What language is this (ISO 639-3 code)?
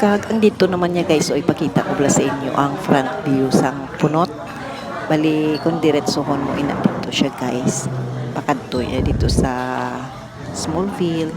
hil